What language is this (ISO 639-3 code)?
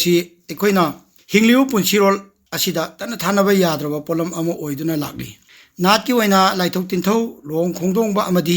mni